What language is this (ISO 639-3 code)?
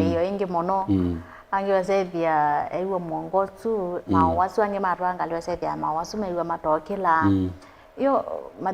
kam